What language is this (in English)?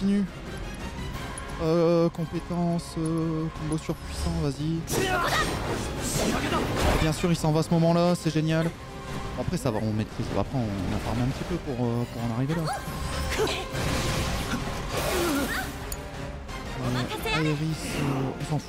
French